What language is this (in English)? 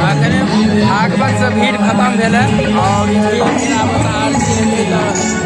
Maithili